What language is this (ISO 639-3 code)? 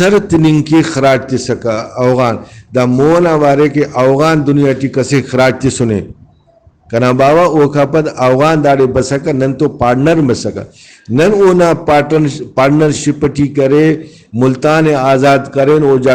brh